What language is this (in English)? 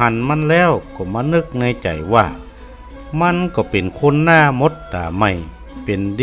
Northern Thai